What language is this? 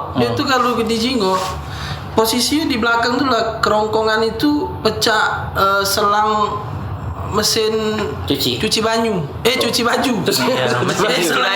Musi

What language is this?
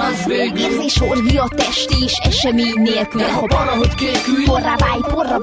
Hungarian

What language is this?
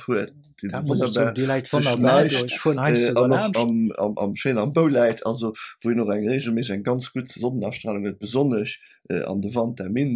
Luxembourgish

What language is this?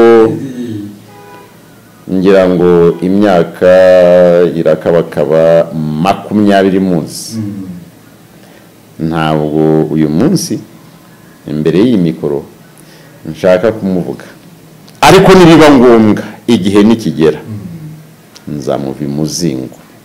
Kinyarwanda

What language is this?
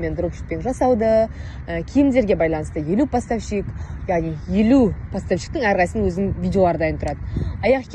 Kazakh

